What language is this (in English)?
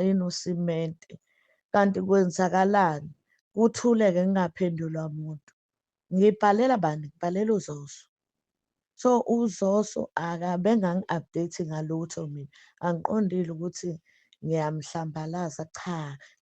Zulu